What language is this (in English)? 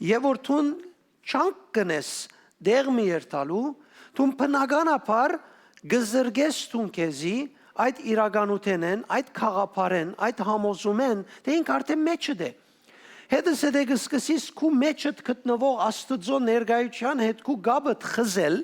Western Armenian